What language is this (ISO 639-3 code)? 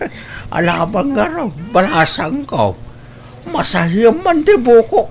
ilo